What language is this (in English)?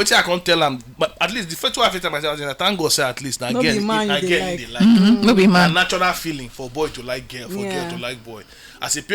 Nigerian Pidgin